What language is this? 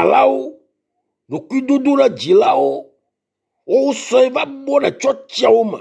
Ewe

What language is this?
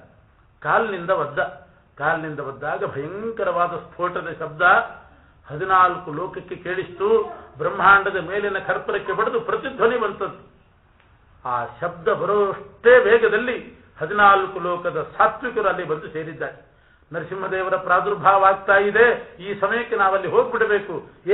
Kannada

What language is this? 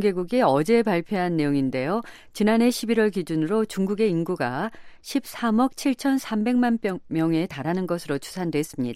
Korean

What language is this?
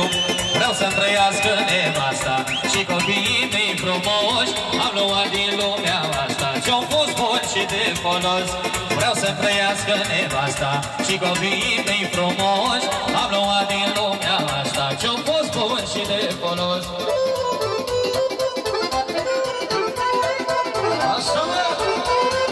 Romanian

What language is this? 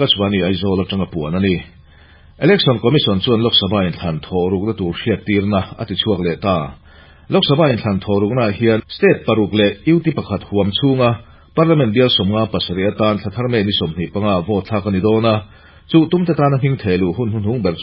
Mizo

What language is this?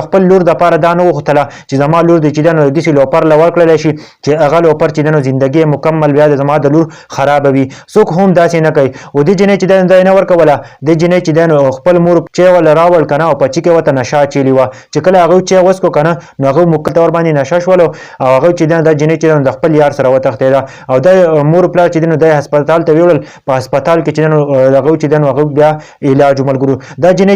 Pashto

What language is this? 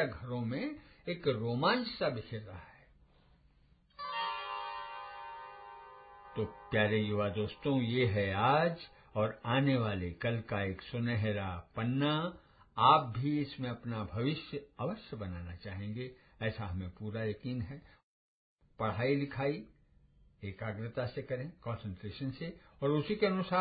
Hindi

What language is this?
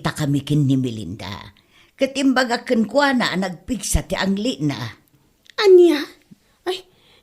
Iloko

